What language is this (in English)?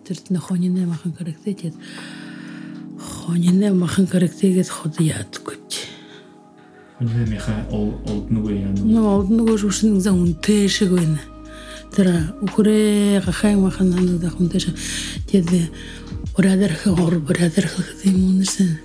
Buriat